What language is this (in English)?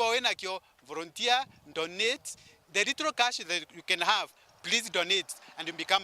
Meru